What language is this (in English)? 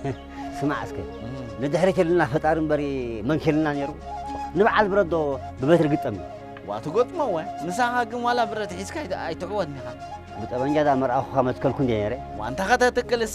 Tigrinya